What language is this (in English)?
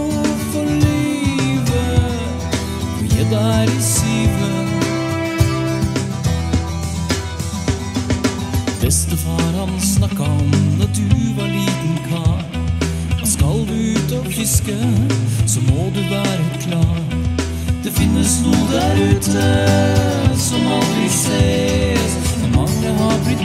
Norwegian